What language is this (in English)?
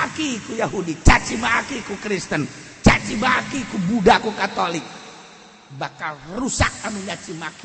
Sundanese